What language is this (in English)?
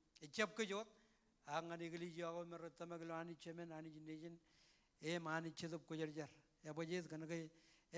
Marshallese